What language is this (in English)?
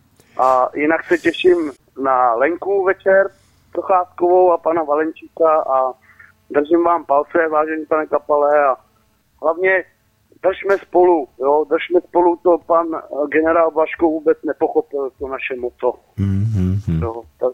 Czech